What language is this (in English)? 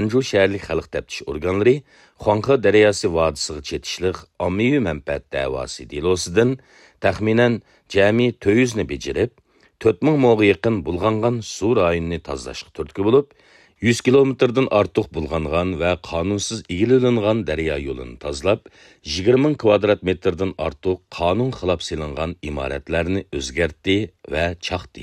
Uyghur